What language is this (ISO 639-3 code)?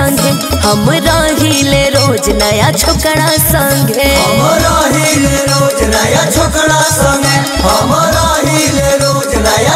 bho